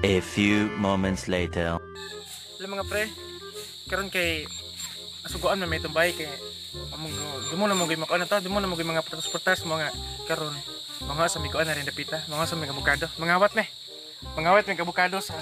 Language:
Cebuano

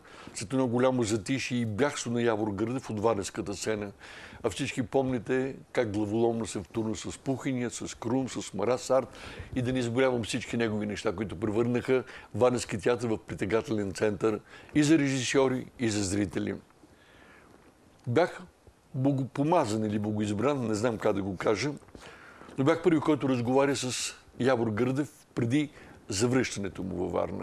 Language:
Bulgarian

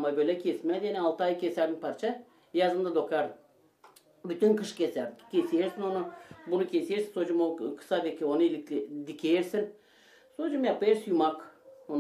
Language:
Gagauz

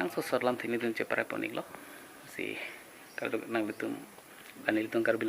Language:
Karbi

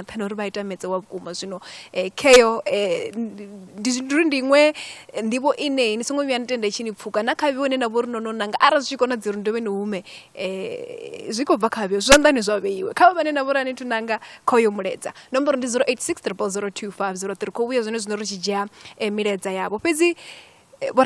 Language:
Venda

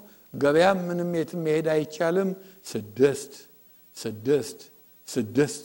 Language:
Amharic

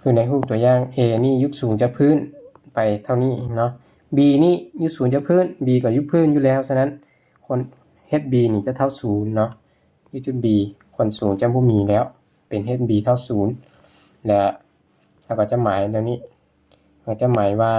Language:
Lao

